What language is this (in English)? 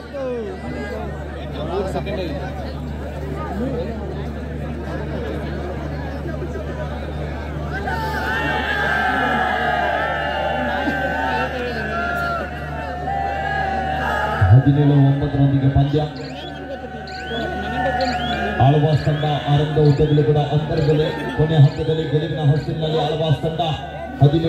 Kannada